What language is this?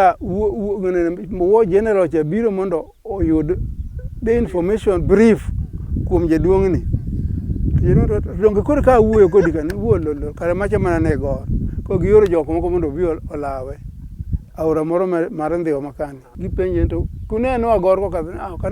Luo (Kenya and Tanzania)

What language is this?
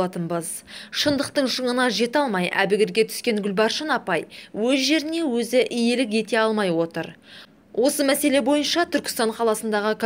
Kazakh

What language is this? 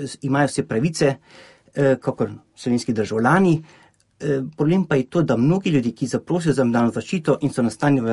Slovenian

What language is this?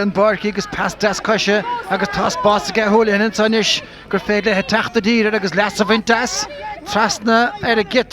Irish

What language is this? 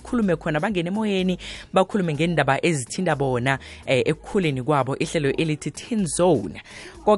South Ndebele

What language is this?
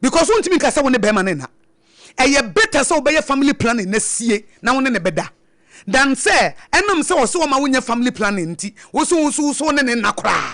Akan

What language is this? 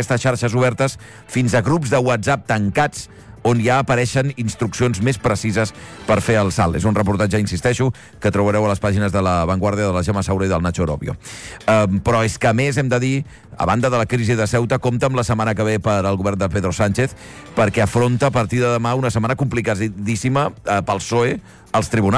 Catalan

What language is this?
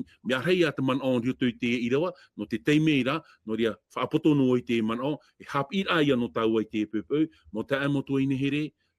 Tahitian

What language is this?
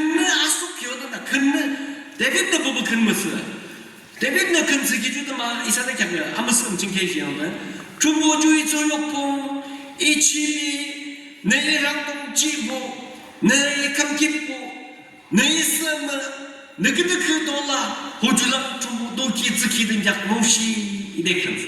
Yimchungru Naga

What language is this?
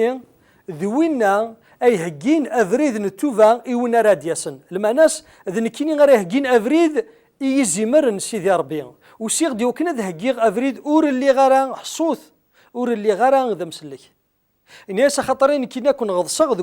Kabyle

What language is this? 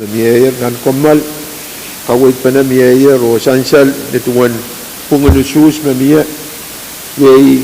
Pohnpeian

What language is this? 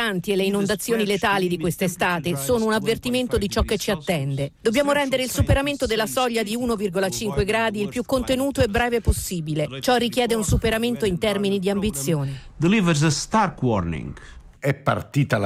Italian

